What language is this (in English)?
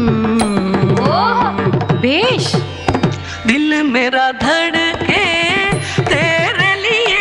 Telugu